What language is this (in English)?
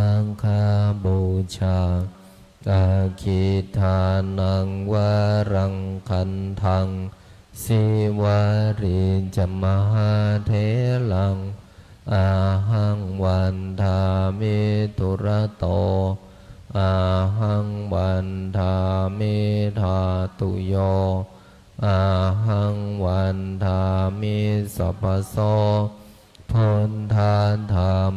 Pali